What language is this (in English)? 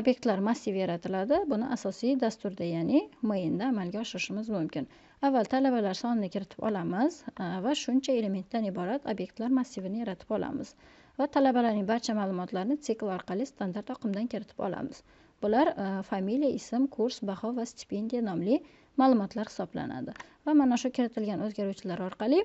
Uzbek